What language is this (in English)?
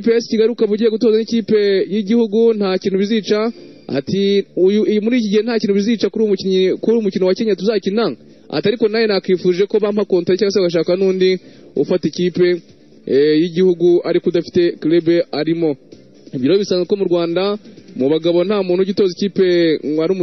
Kinyarwanda